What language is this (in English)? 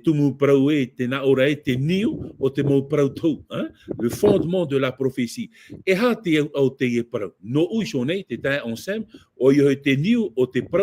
Tahitian